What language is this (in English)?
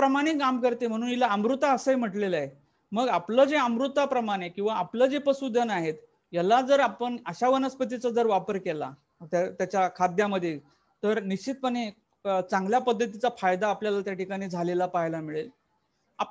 Marathi